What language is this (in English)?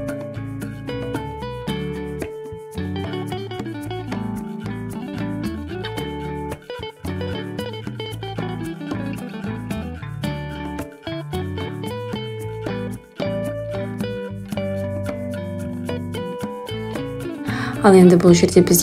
Kazakh